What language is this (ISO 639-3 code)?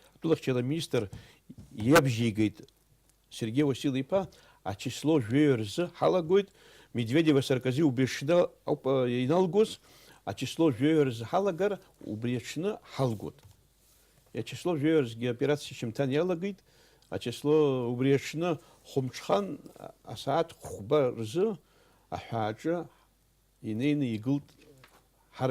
abk